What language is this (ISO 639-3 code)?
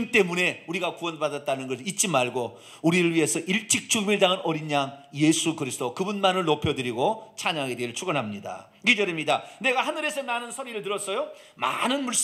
kor